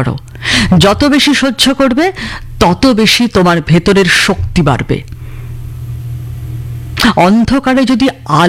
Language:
Bangla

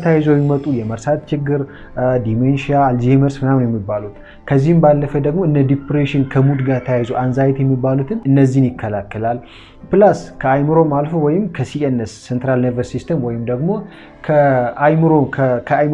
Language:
Amharic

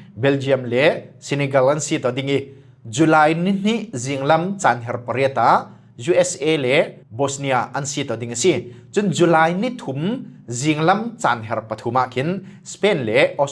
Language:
Falam Chin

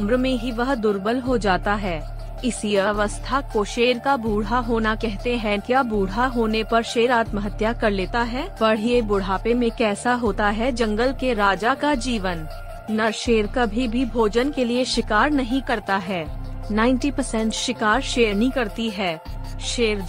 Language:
Hindi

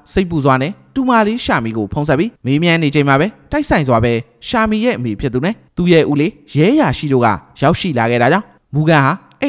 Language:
Burmese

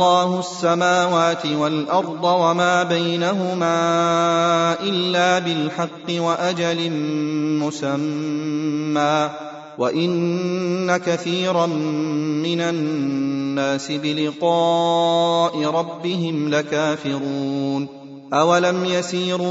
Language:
Arabic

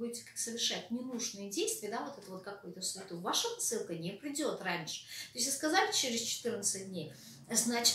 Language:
Russian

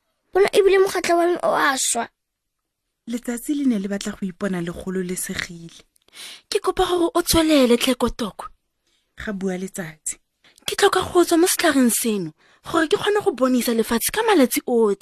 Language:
Tswana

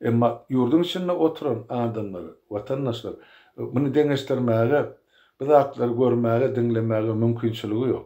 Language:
Turkmen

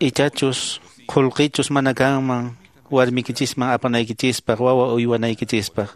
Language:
Quechua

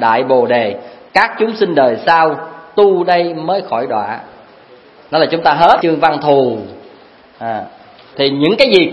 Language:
Vietnamese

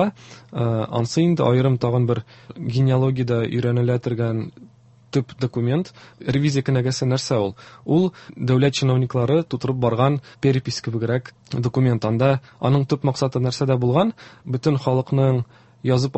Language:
Tatar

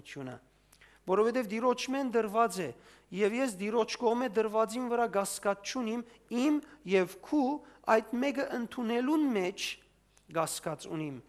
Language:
Western Armenian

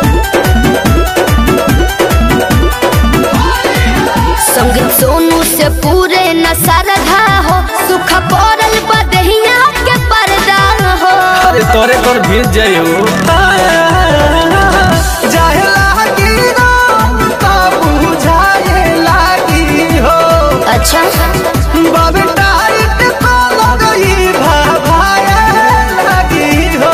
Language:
Bhojpuri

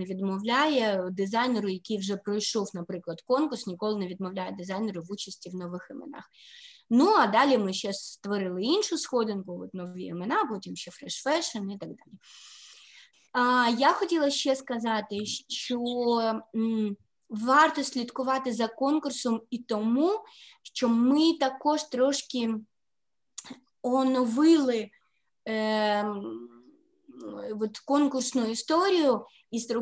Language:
Ukrainian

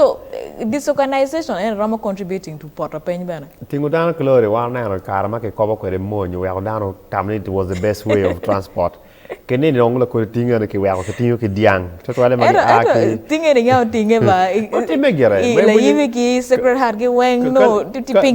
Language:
Acoli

